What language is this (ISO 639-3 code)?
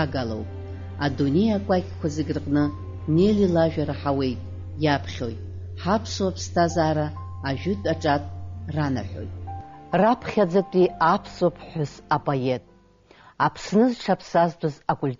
abk